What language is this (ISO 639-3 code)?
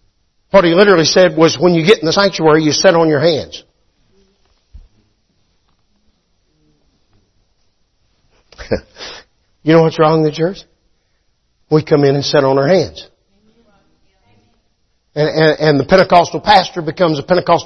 eng